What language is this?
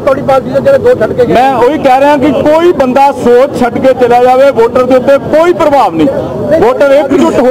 Punjabi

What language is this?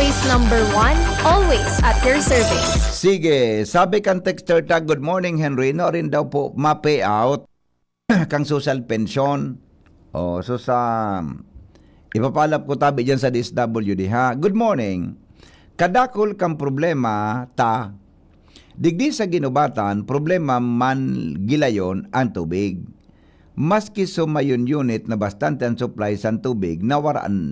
Bikol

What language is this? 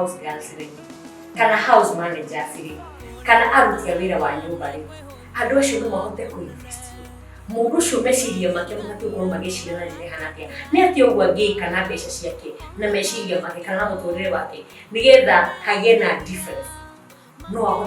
Kikuyu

